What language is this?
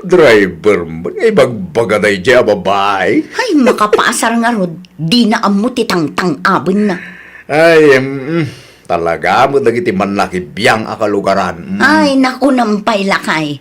Iloko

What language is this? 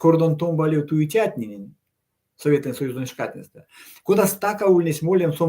Erzya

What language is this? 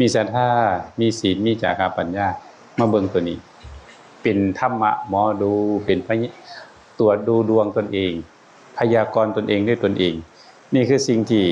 Northeastern Thai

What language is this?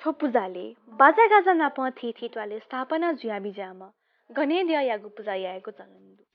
Newari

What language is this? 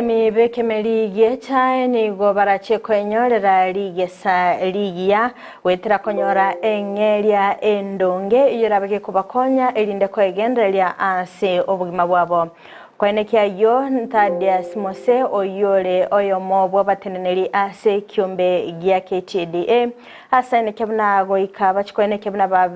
Gusii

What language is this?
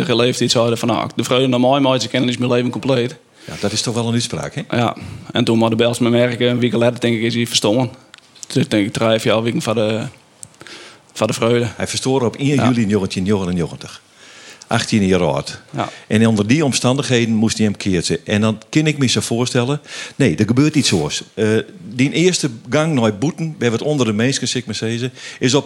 Western Frisian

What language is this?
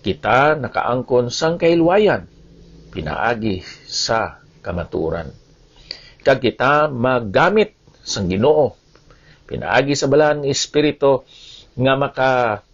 Hiligaynon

